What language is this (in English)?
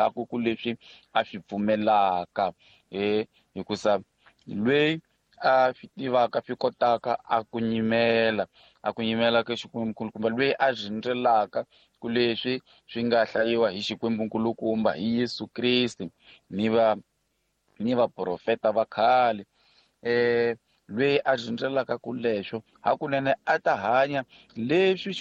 Tsonga